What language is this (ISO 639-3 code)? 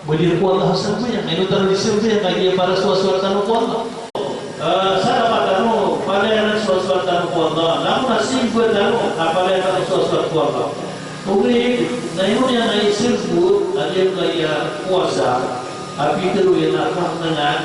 mrw